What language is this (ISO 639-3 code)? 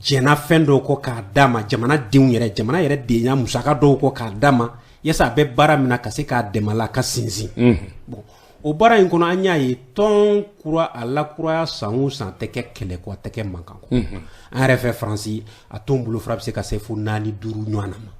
bam